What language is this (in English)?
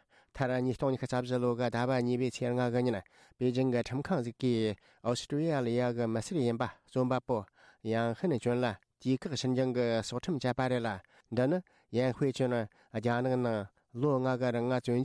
Tibetan